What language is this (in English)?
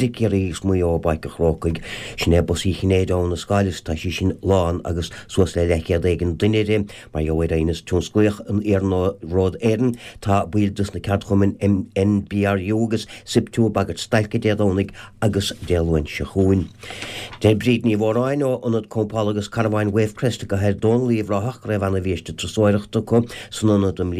Irish